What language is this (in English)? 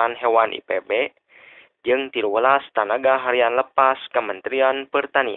Sundanese